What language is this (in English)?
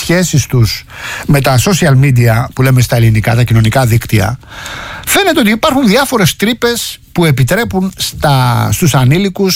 Greek